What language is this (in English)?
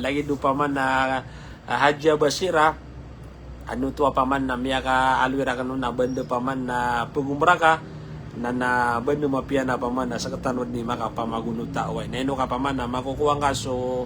Maranao